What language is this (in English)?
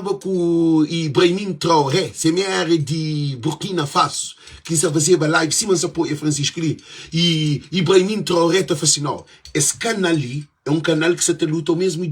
Kabuverdianu